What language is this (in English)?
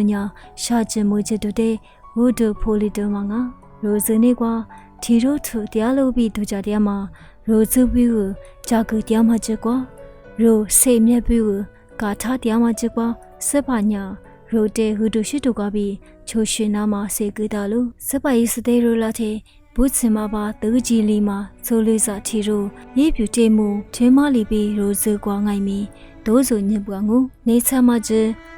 Lisu